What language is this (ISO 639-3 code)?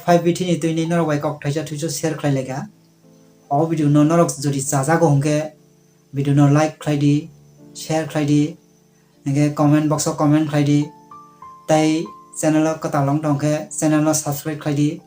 trp